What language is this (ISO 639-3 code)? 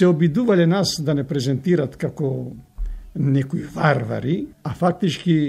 mkd